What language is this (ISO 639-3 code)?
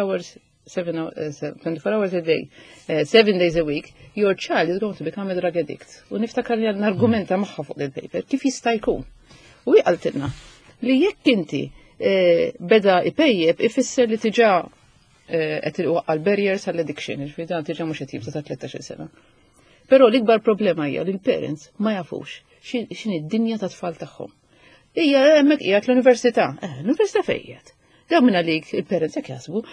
mlt